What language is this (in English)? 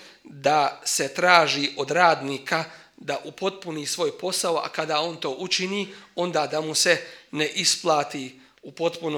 Bosnian